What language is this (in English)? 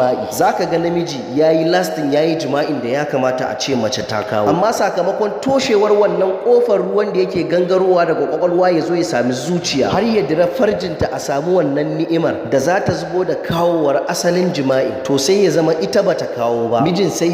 Hausa